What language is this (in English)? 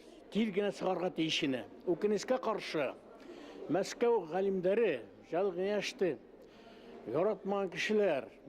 Bashkir